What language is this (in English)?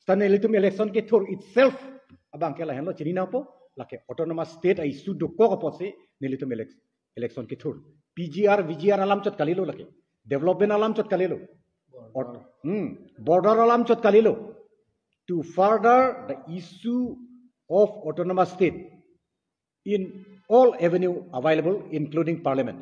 Karbi